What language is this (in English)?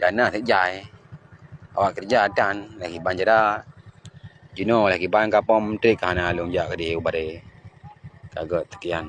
Achinese